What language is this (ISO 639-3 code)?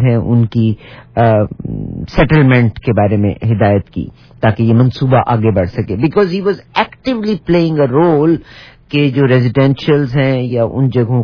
urd